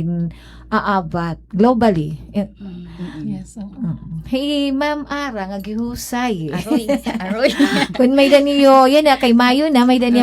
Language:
Waray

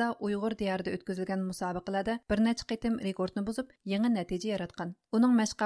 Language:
Uyghur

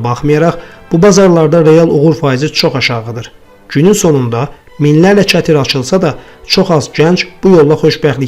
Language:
Azerbaijani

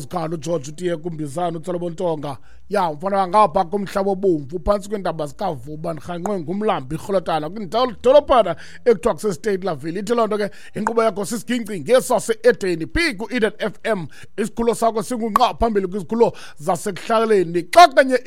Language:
Xhosa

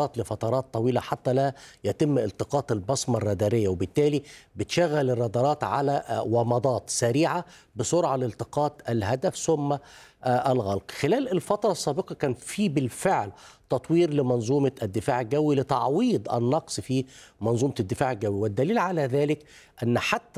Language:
Arabic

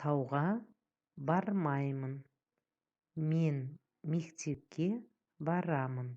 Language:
Kazakh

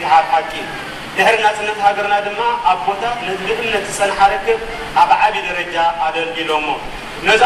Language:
Tigrinya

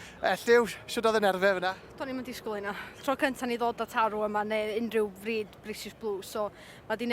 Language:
Welsh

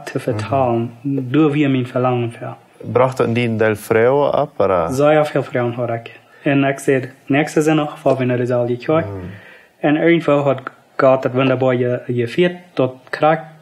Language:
Plautdietsch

